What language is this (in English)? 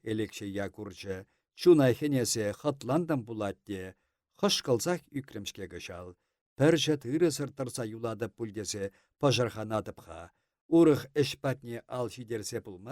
Chuvash